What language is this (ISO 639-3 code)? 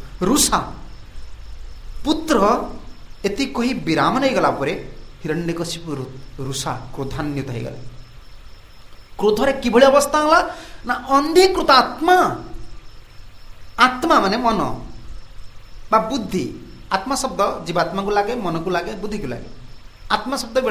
ori